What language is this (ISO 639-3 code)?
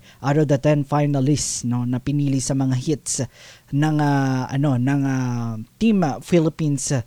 fil